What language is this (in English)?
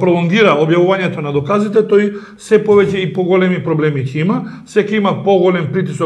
Macedonian